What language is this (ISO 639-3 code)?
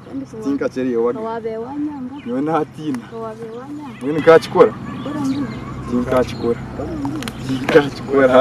nyn